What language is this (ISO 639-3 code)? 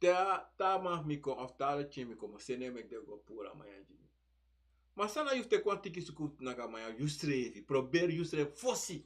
srn